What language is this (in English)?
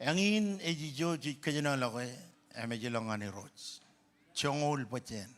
Marshallese